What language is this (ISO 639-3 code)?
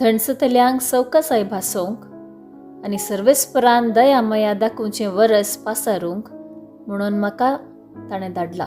kok